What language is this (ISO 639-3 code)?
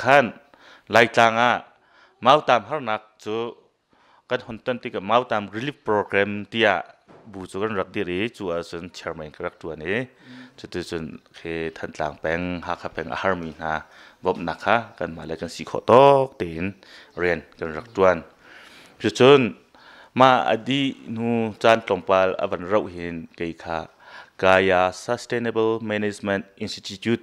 cnh